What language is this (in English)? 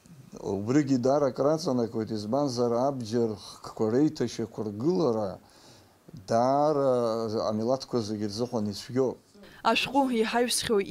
Abkhazian